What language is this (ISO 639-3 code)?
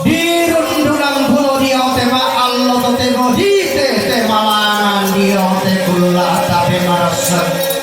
sda